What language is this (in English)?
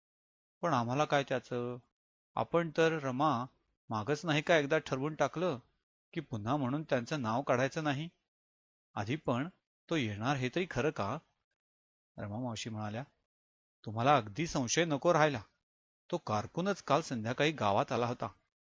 Marathi